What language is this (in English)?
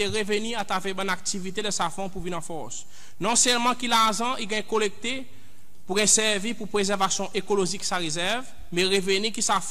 Seselwa Creole French